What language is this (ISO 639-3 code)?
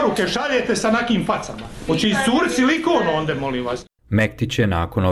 bos